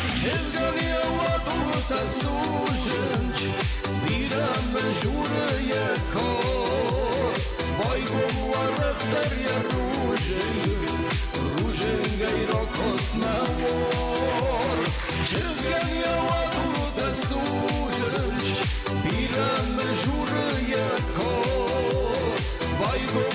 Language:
Ossetic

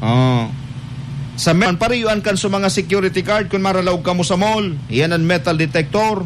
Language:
Bikol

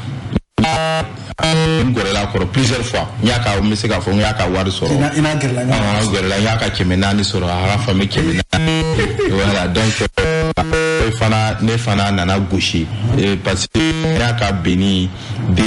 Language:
Bambara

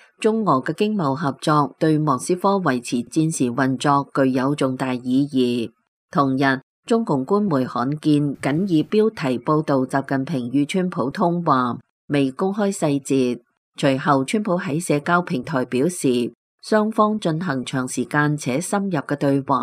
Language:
Cantonese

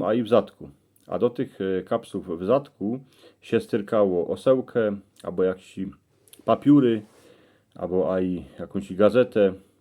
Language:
Silesian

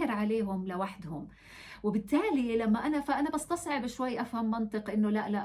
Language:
North Levantine Arabic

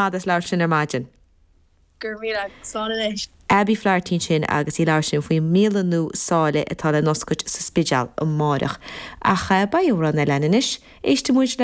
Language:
Irish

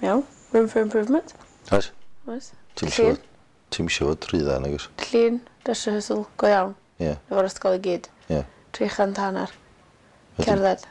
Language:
Welsh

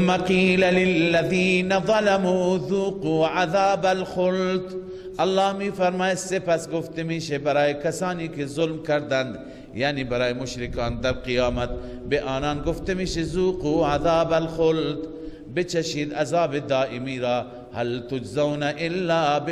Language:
Persian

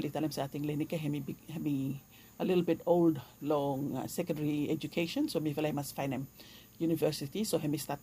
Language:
Bislama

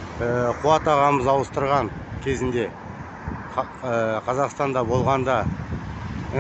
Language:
Kazakh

